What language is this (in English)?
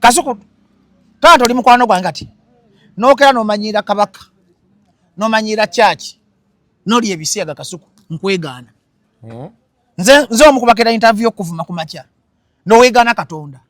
Ganda